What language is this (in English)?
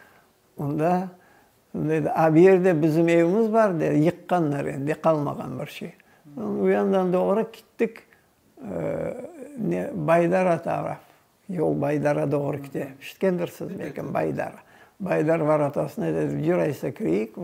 Crimean Tatar